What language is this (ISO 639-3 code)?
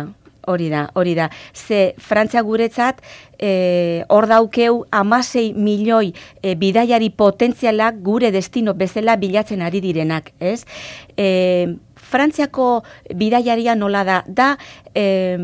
eus